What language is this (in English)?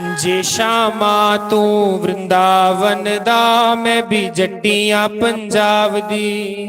Dogri